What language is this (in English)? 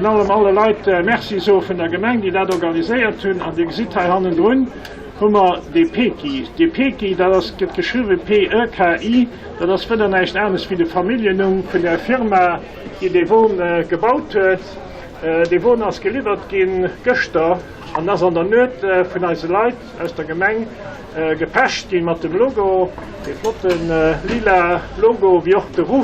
Luxembourgish